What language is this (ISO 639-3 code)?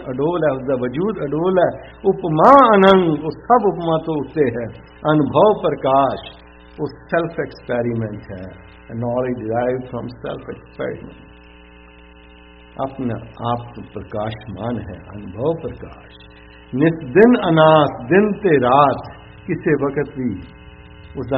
pan